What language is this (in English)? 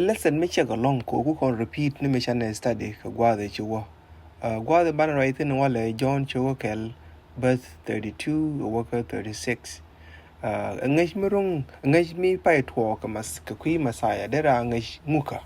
Nuer